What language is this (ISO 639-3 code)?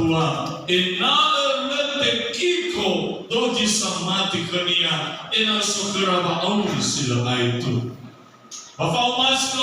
nia